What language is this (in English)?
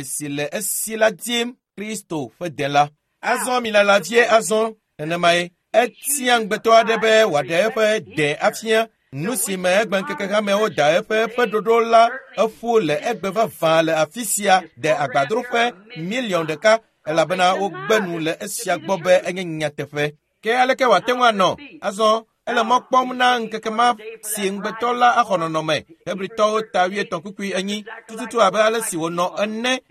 Ewe